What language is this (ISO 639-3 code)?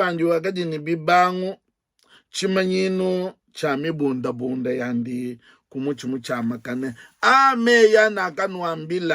lua